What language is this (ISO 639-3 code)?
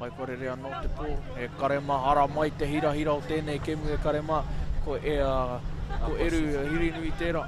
mri